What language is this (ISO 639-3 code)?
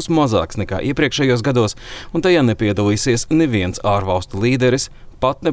lav